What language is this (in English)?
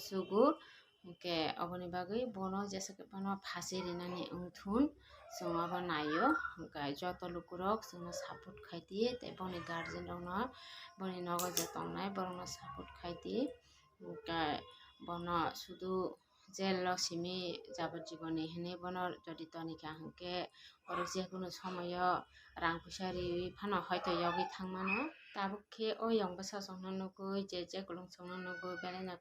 Kok Borok